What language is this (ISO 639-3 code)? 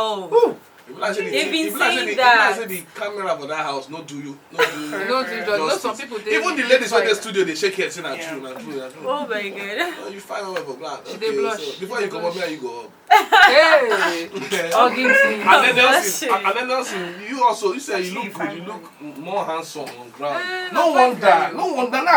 pcm